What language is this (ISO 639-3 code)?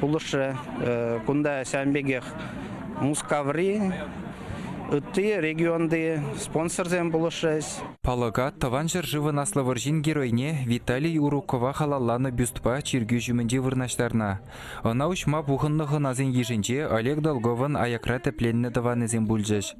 chv